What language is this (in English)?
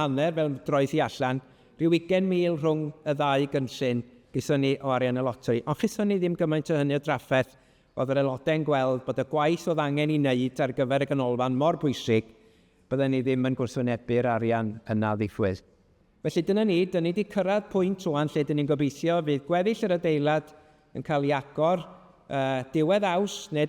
Welsh